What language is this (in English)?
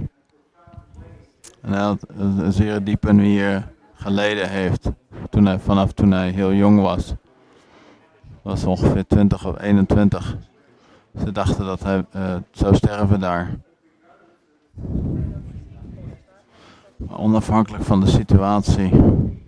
Dutch